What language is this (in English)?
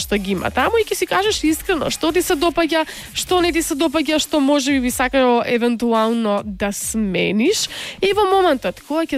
Macedonian